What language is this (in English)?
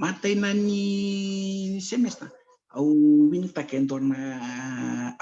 Fijian